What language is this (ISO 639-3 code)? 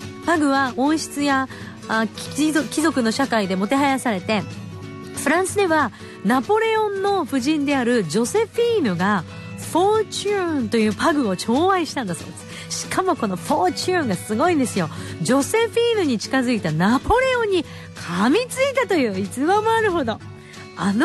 jpn